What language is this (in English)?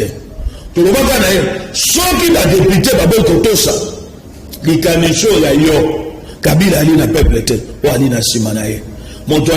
Lingala